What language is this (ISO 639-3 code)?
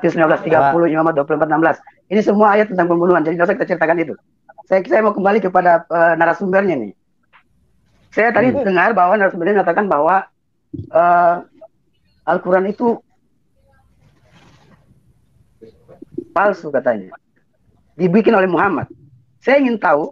ind